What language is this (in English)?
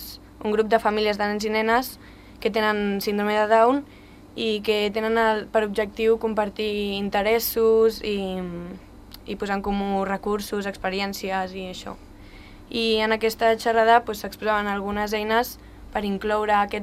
Catalan